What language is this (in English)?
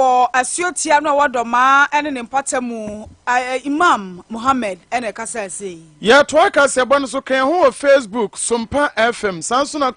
Akan